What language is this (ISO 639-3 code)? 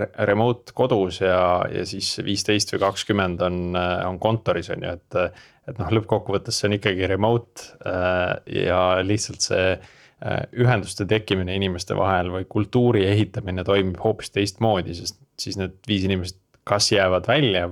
est